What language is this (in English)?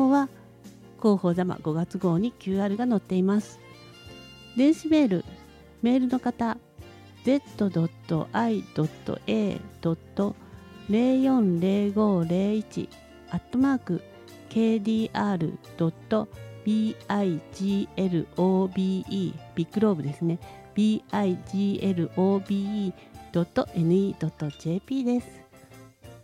Japanese